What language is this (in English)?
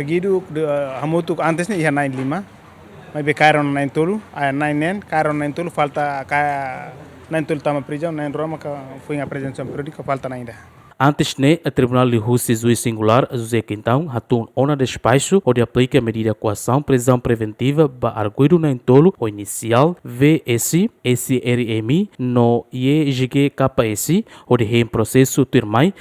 Tetum